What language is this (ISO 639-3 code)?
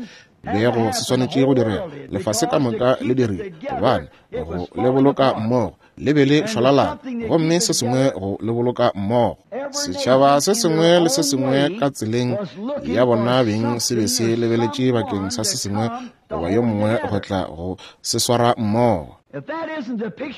nso